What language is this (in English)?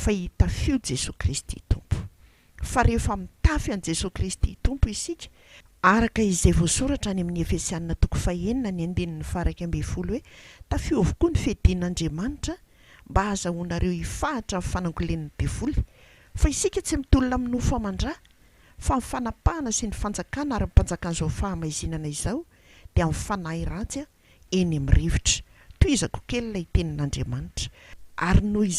Malagasy